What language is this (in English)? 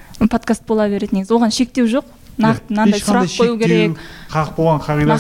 Kazakh